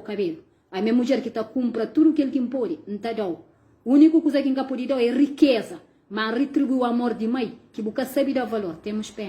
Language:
Kabuverdianu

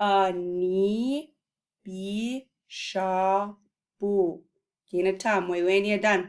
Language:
Chippewa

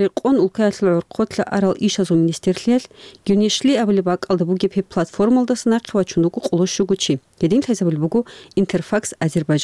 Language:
Avaric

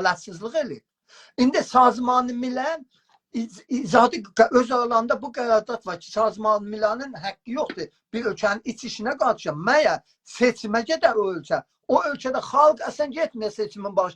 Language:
South Azerbaijani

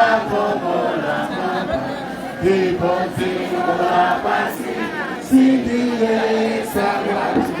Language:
Nyanja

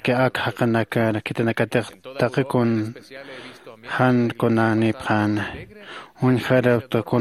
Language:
Aymara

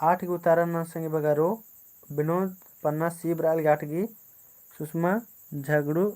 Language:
Kurukh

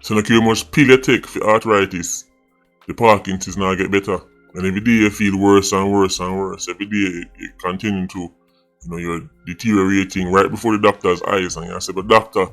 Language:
Jamaican Creole English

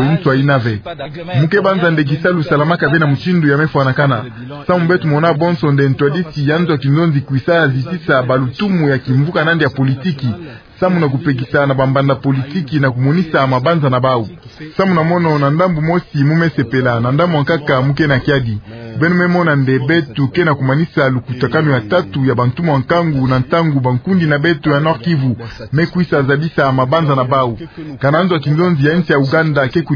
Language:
Kituba (Democratic Republic of Congo)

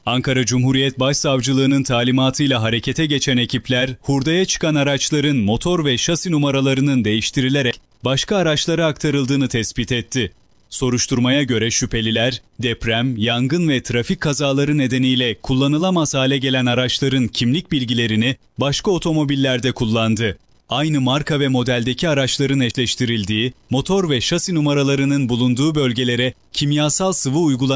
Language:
Turkish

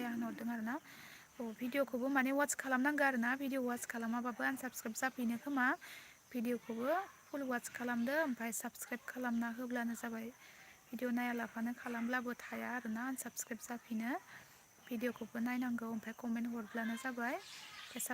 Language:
Bodo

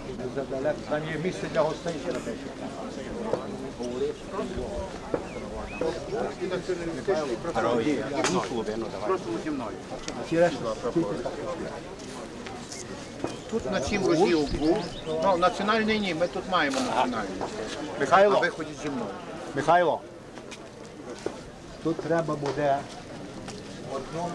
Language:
Ukrainian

